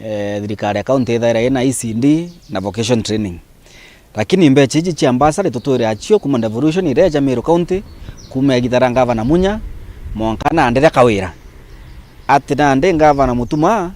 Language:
Meru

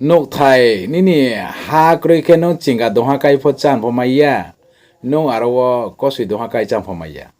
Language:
Riang (India)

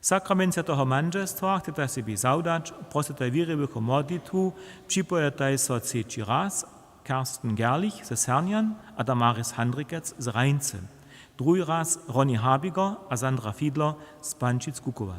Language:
Upper Sorbian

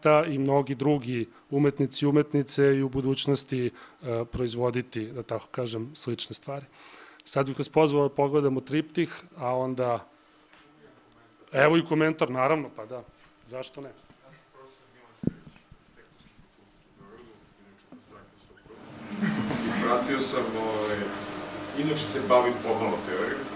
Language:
Serbian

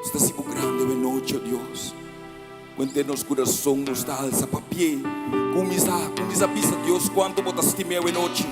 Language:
Papiamento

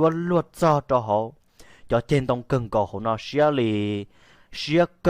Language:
Hmong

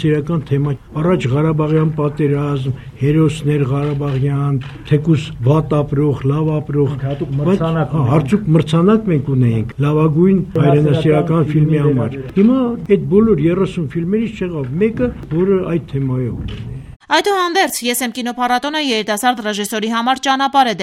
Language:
Armenian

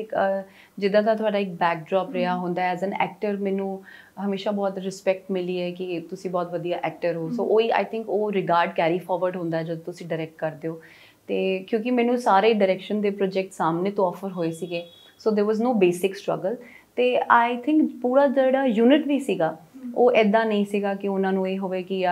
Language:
Punjabi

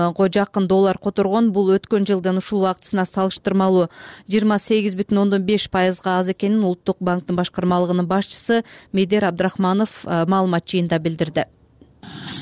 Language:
Kyrgyz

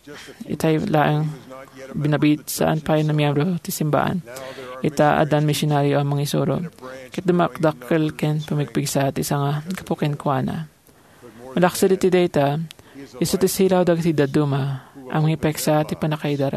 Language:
Iloko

